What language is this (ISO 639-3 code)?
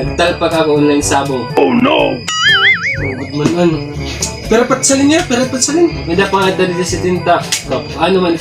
war